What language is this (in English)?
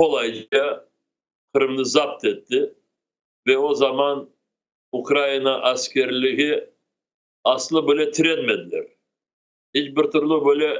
Crimean Tatar